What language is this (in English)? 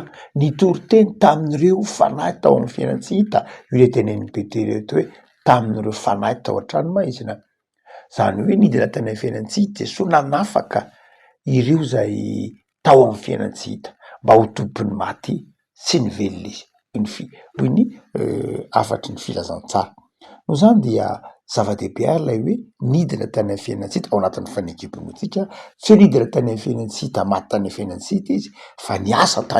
Malagasy